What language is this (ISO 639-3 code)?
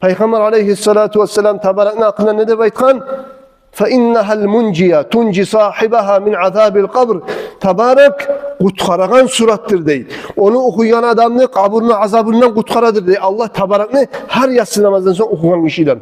kum